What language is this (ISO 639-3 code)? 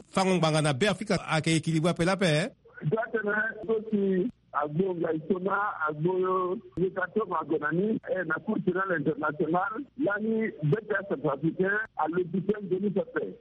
sag